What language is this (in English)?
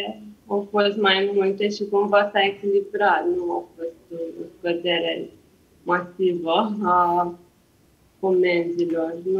Romanian